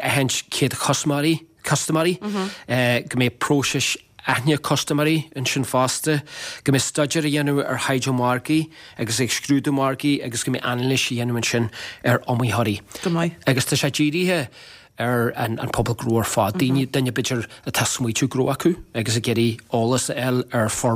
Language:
Irish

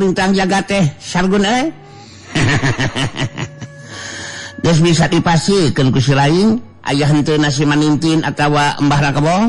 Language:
Sundanese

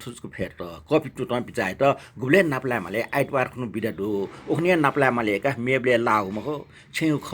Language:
Newari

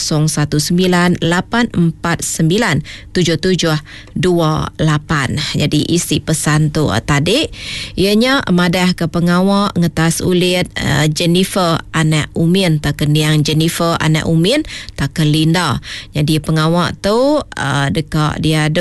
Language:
Iban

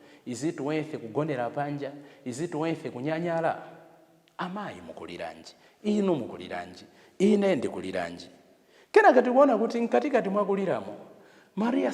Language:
Nyanja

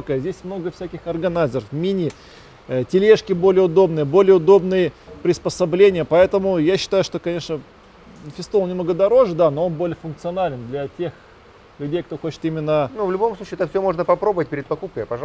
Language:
Russian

